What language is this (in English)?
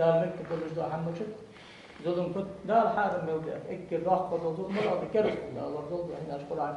Ingush